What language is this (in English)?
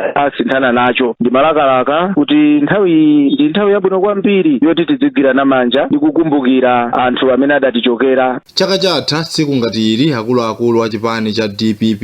Nyanja